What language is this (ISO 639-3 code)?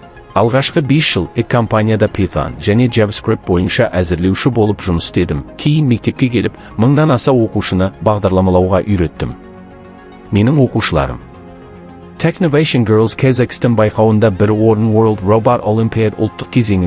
kaz